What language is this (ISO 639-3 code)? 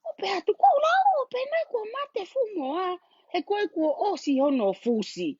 ton